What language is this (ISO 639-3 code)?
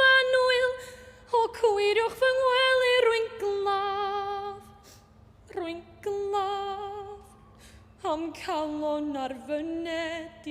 cym